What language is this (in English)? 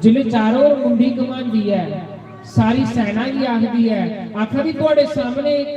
Dogri